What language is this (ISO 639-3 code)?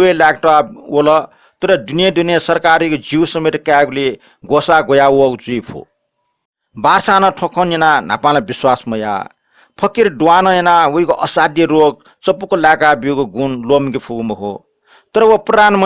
new